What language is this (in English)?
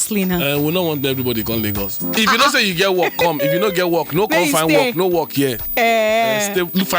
Nigerian Pidgin